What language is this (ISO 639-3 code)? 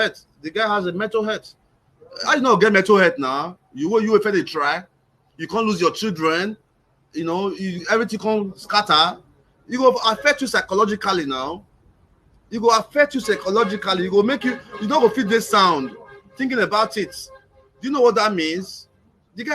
pcm